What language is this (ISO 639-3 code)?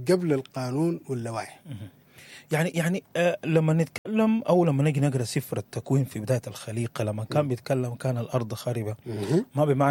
apd